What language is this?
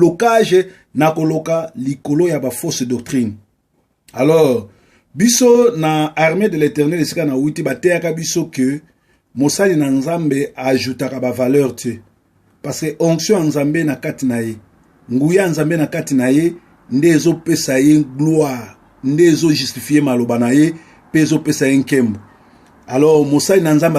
Lingala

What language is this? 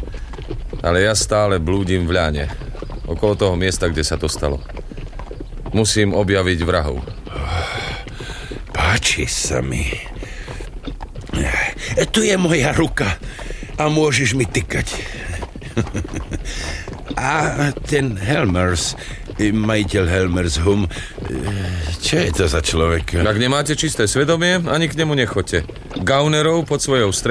Slovak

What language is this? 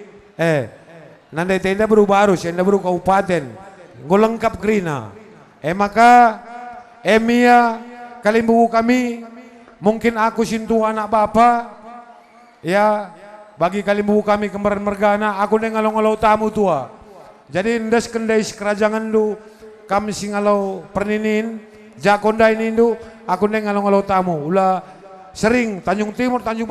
Batak Karo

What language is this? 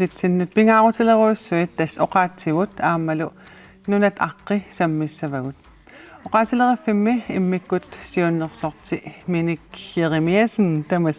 Kalaallisut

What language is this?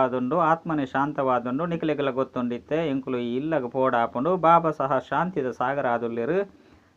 Tulu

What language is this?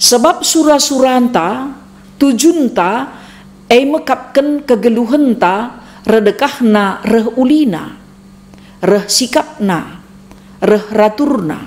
Batak Karo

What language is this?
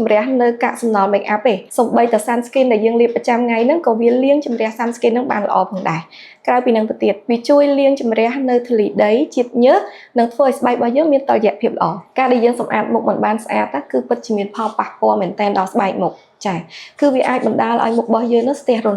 Khmer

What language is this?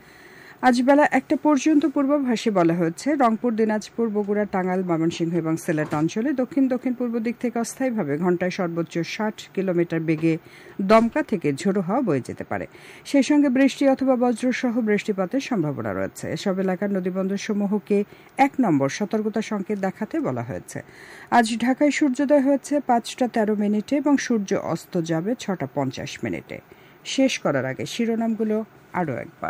Bangla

